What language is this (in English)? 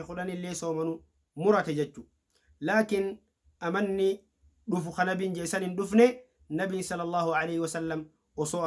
Oromo